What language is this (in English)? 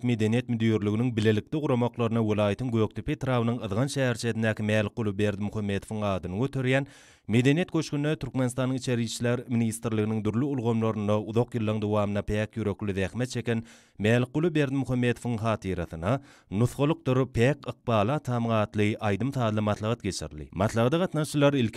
Turkmen